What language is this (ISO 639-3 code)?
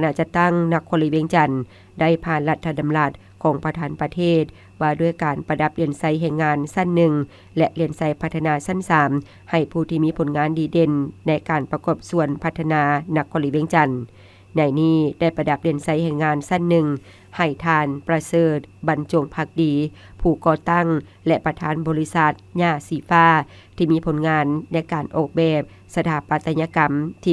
lao